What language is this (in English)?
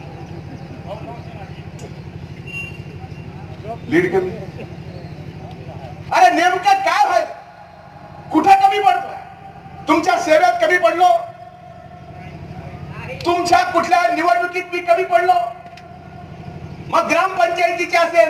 Marathi